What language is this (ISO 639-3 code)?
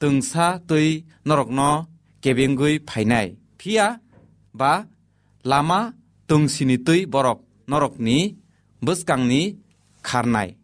trp